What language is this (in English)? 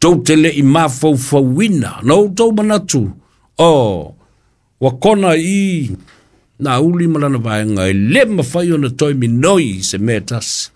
Samoan